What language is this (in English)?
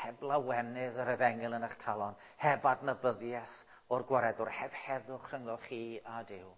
Welsh